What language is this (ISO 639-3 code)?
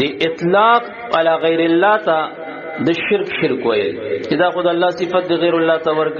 pus